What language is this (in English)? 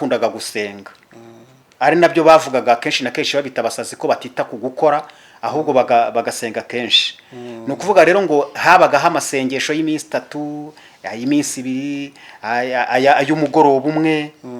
Kinyarwanda